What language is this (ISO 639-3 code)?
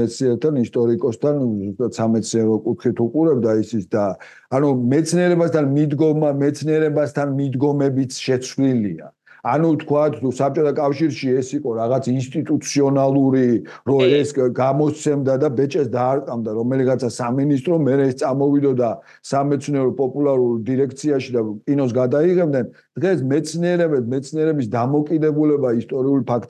kat